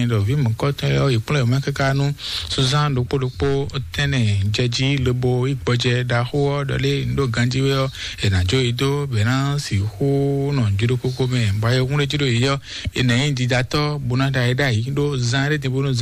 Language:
Fon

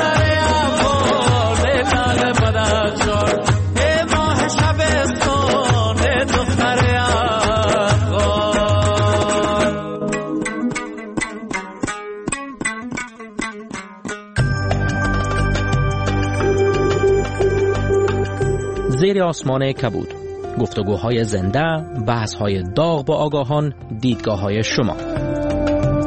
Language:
Persian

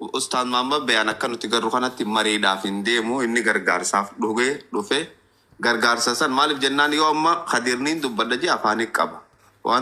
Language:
Oromo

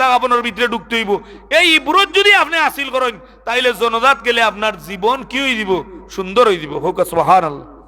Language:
Sylheti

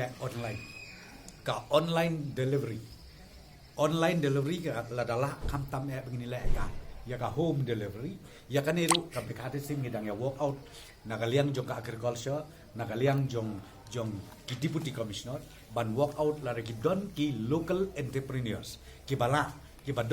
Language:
Khasi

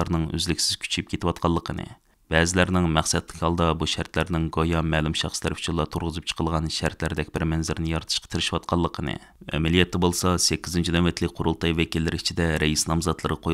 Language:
Uyghur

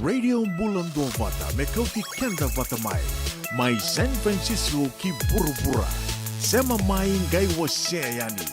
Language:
Fijian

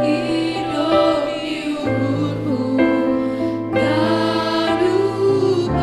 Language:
Batak Simalungun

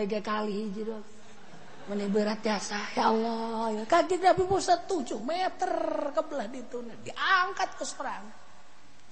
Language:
Sundanese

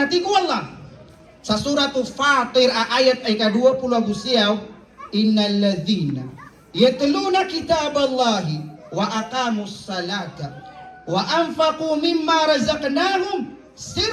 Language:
Maranao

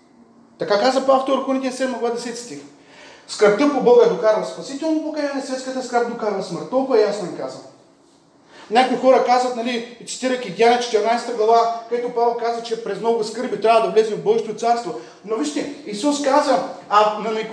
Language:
Bulgarian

